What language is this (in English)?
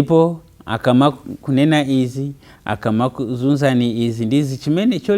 Nyanja